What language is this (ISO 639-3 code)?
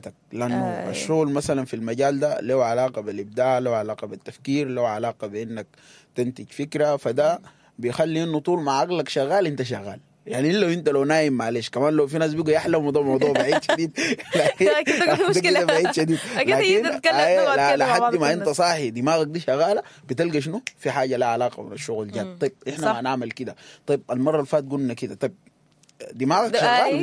apd